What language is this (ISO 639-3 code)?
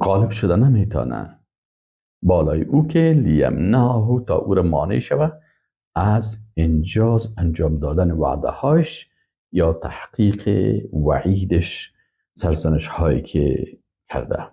fas